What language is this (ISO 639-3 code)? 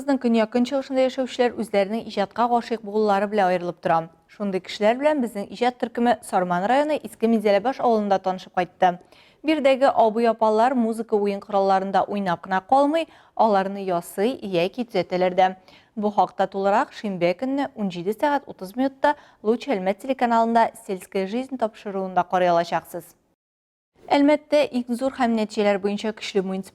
tat